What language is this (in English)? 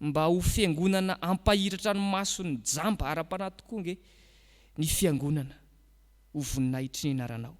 Malagasy